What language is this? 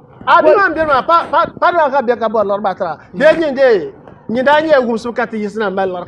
Dagbani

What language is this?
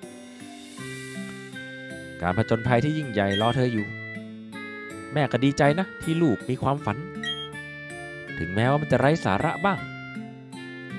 Thai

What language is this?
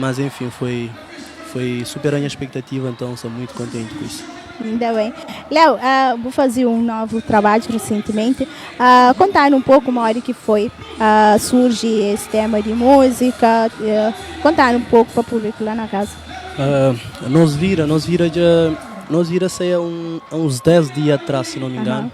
Kabuverdianu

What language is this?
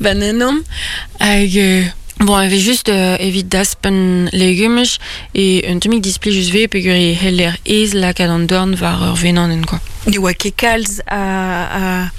Breton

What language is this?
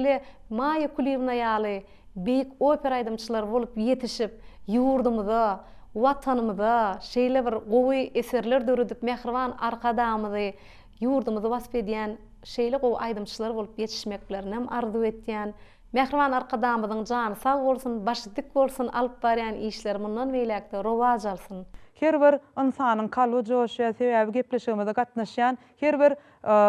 Turkmen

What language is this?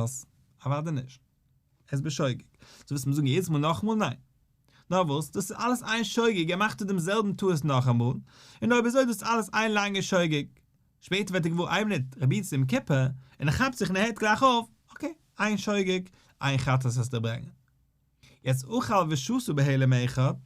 Yiddish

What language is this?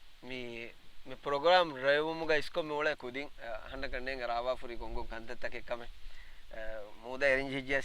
Divehi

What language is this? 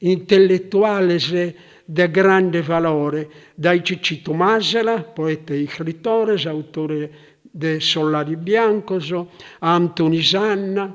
Sardinian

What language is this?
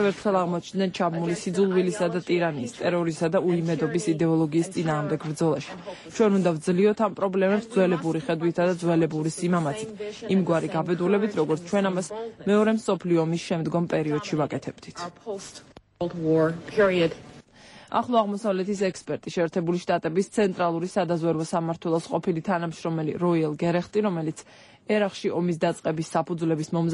Georgian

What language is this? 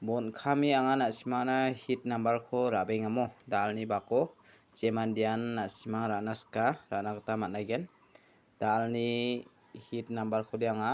Garo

